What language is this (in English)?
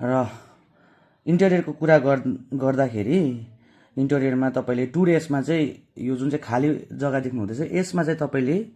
Nepali